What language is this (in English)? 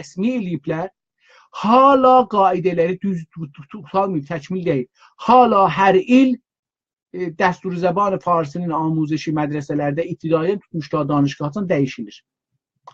South Azerbaijani